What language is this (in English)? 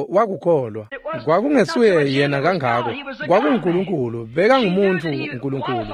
Swati